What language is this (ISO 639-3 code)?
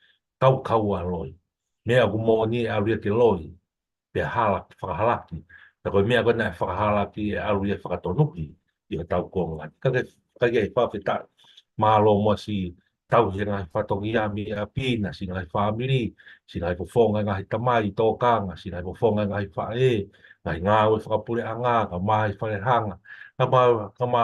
ton